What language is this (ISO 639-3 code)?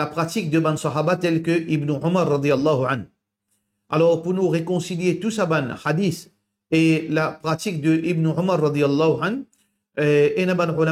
mfe